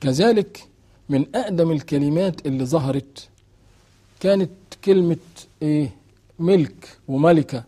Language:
Egyptian Arabic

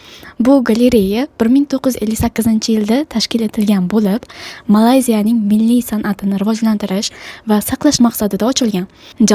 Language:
Uzbek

